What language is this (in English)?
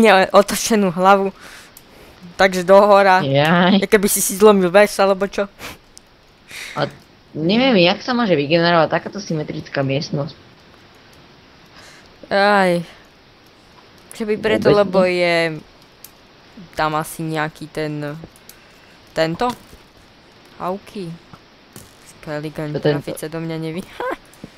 Slovak